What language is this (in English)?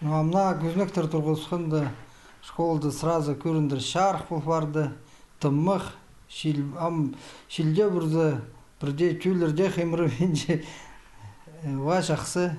Khakas